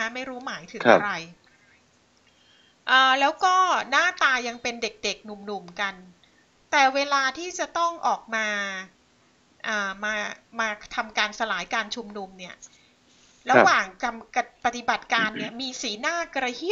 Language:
Thai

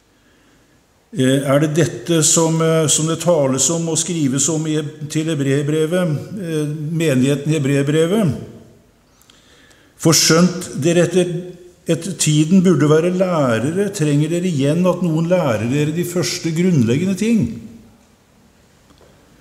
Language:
Norwegian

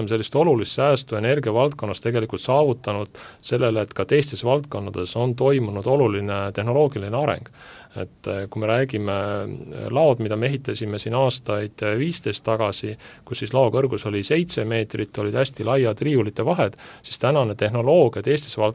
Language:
Estonian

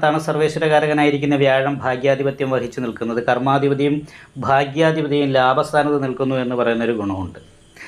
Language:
Malayalam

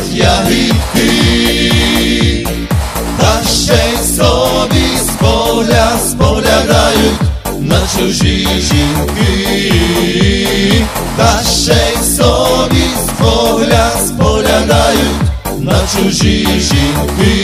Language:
Ukrainian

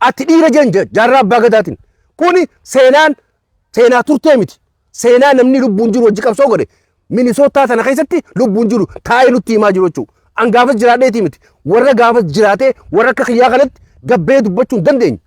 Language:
Oromo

